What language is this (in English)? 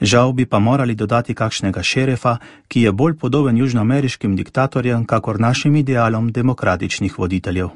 Slovenian